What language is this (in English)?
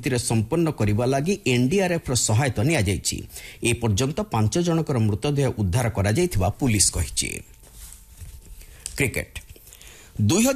Odia